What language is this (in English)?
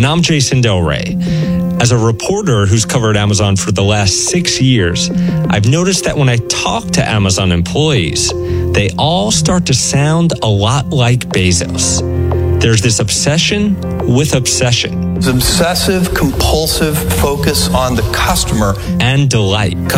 English